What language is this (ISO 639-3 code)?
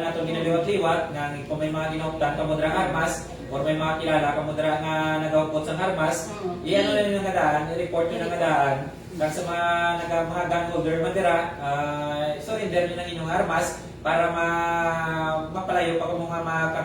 hil